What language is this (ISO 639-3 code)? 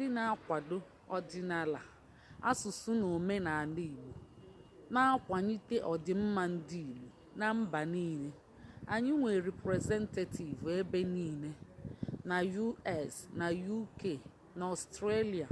ibo